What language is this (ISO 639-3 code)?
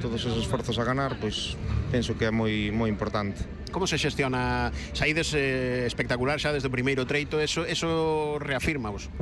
glg